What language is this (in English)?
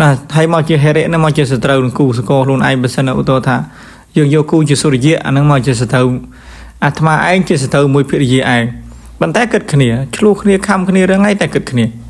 Khmer